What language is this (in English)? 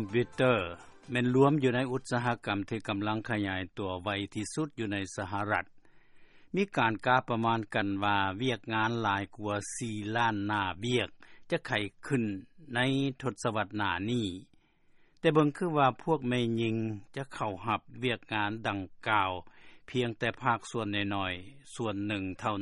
Lao